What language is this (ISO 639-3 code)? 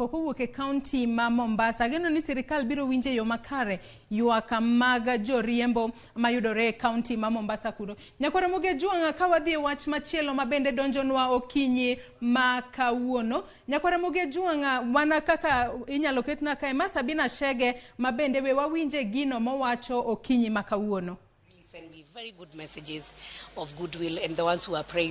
luo